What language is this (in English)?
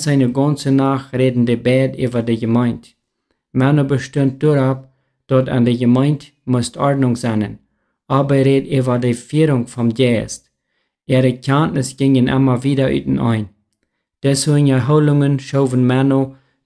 Plautdietsch